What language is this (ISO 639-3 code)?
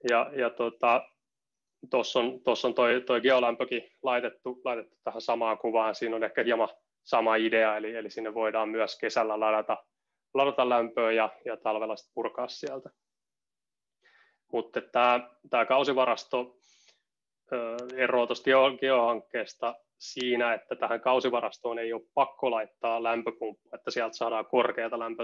fin